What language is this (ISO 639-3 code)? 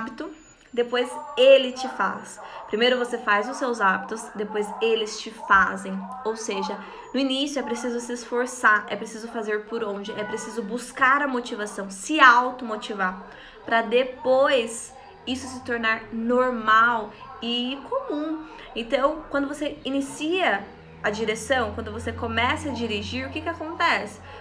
por